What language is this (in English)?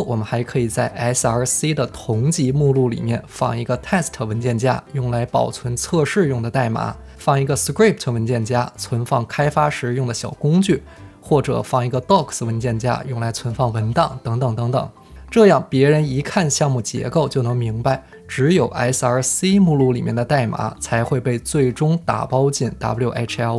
Chinese